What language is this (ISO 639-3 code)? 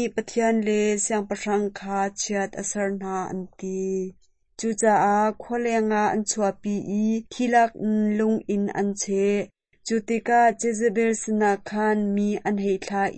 cnh